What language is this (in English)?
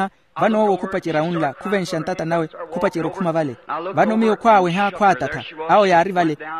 Makhuwa